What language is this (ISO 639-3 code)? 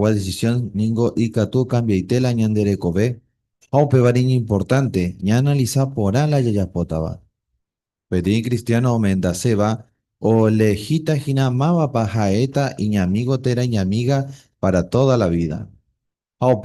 grn